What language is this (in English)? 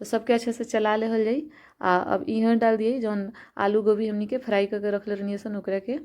Bhojpuri